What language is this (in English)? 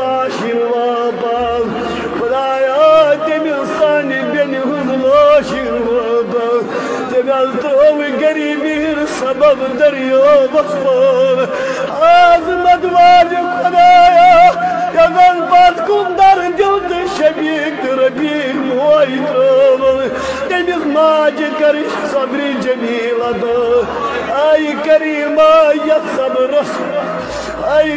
Kashmiri